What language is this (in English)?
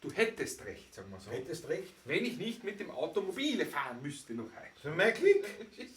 Bavarian